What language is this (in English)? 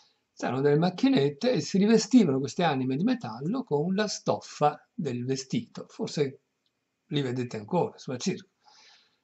Italian